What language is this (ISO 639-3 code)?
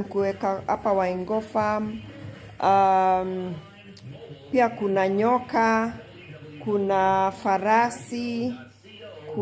swa